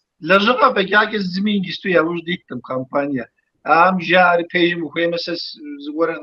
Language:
Kabardian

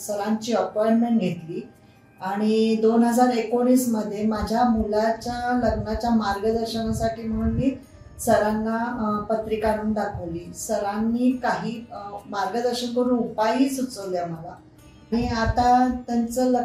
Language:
Marathi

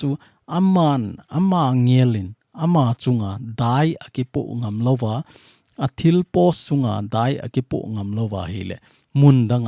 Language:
Thado Chin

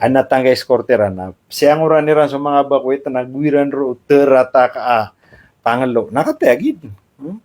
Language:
Maranao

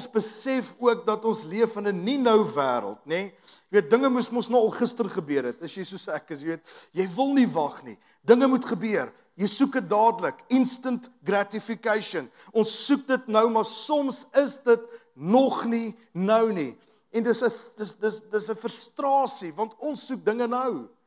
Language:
Afrikaans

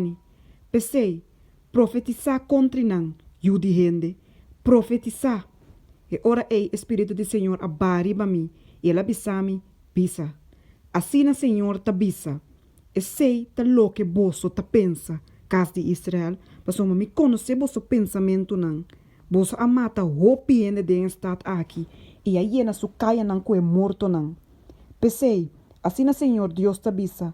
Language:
Papiamento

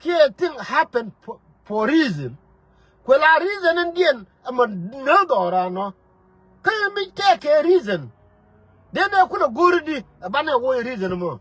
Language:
Nuer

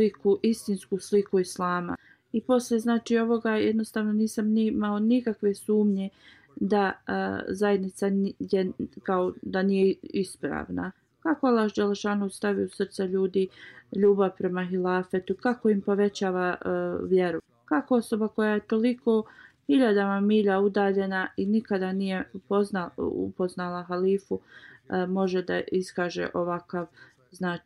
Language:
Bosnian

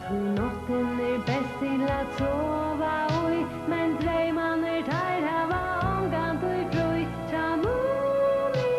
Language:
Faroese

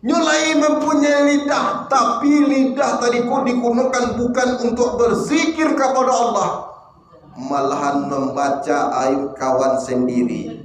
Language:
Minangkabau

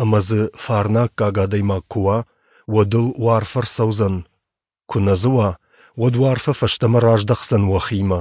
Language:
Ossetic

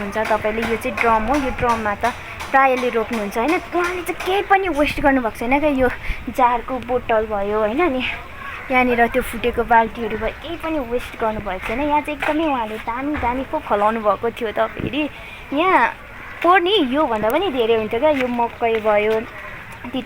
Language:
Nepali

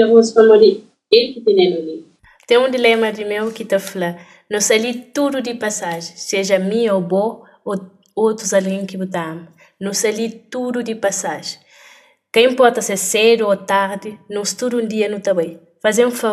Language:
Kabuverdianu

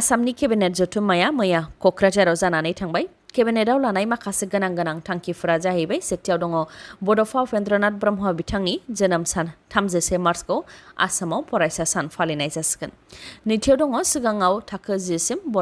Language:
Bodo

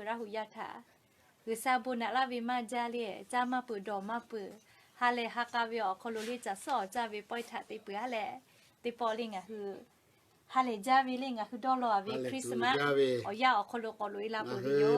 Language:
Lahu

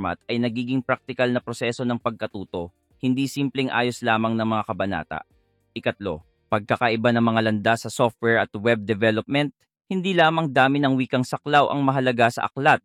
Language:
Filipino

